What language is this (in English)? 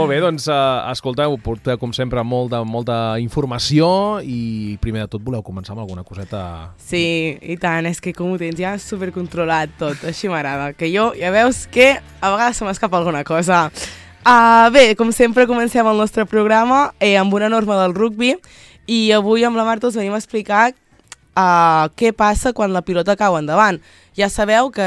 Catalan